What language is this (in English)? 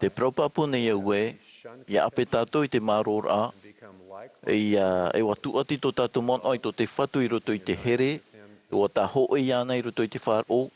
Tahitian